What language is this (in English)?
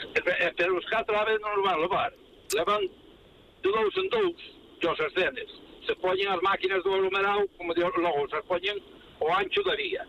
Galician